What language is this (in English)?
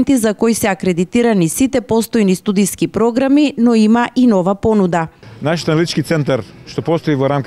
Macedonian